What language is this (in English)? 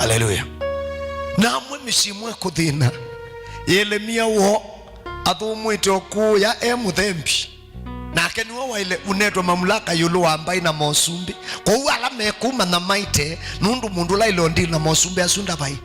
Kamba